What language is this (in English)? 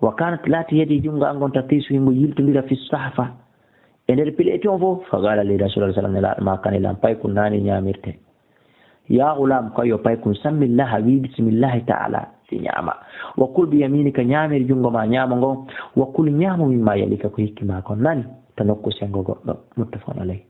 Fula